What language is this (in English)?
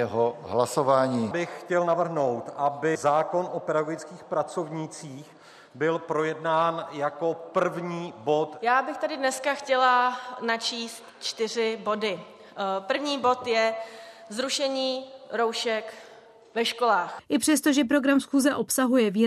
Czech